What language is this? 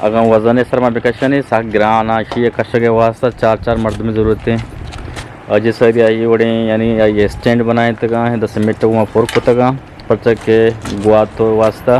Eastern Balochi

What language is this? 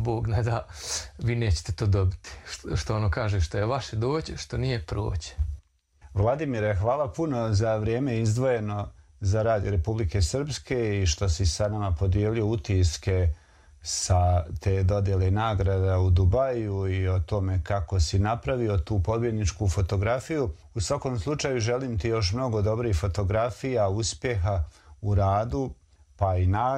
Croatian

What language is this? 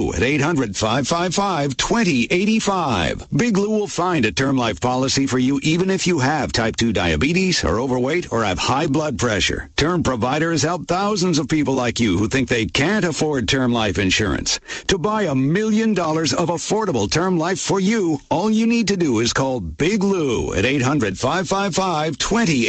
English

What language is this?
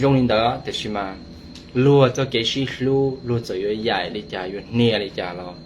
Hmong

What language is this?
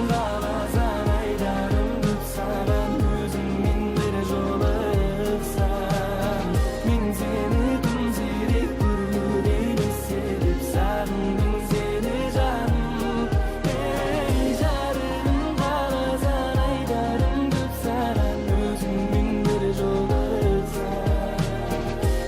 Kara-Kalpak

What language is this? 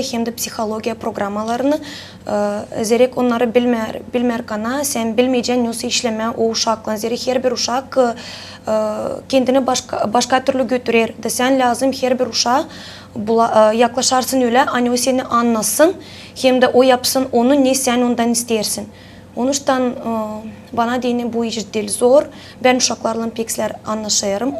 Gagauz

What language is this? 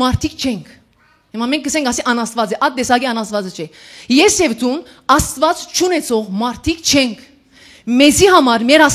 Western Armenian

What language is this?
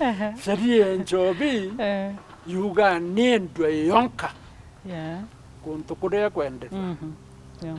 Meru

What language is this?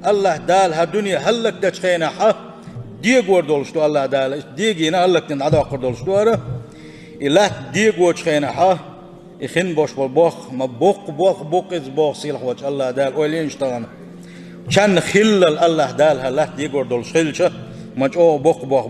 Chechen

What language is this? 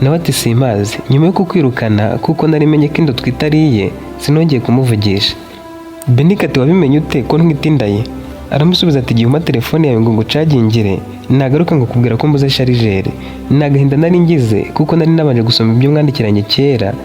Kinyarwanda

